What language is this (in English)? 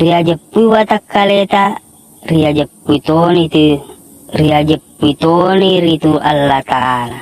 Buginese